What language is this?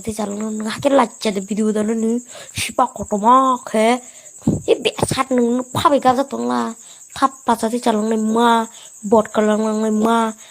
Kok Borok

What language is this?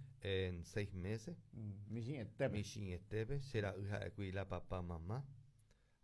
Guarani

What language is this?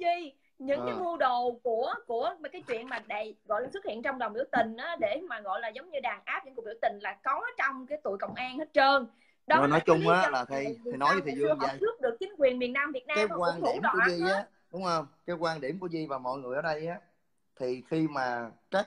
Vietnamese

